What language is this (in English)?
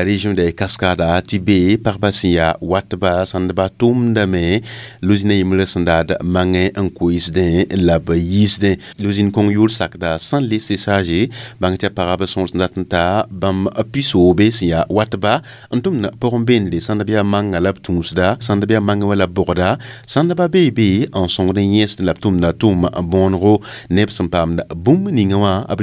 Mossi